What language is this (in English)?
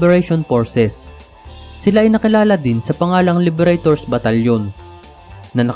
Filipino